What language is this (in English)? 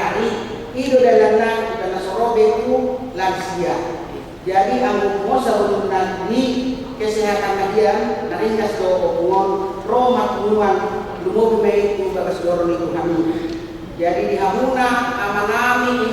Batak Toba